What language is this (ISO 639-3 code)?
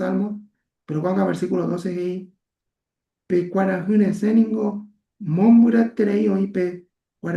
grn